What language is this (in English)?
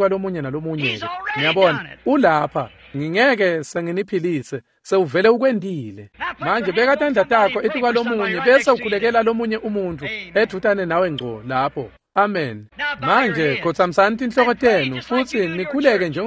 Swati